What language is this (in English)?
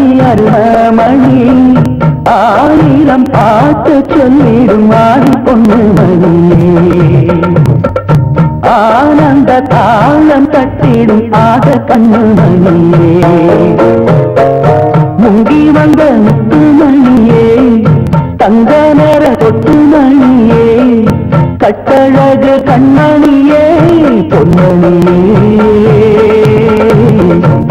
Tamil